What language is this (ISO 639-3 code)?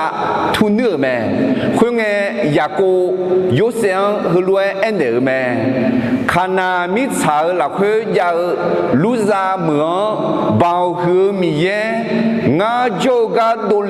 ahk